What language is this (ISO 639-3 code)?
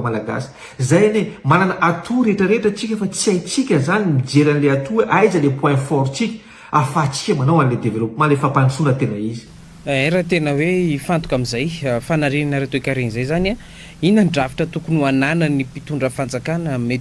mlg